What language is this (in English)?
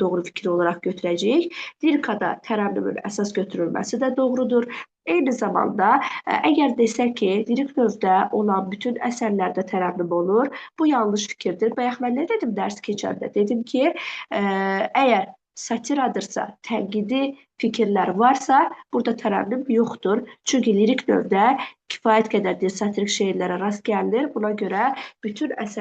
Azerbaijani